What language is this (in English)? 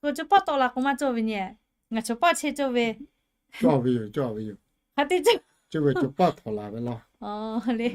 Lahu